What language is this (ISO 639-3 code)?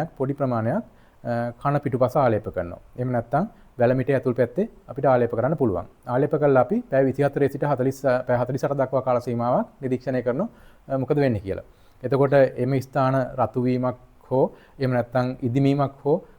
sin